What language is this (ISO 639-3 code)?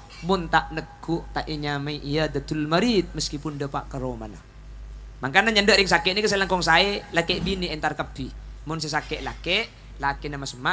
mad